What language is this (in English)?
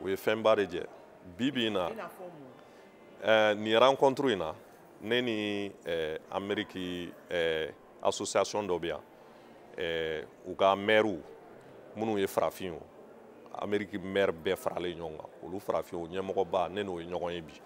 Bambara